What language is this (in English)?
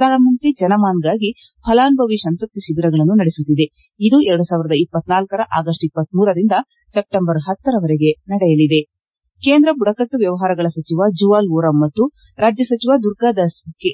Kannada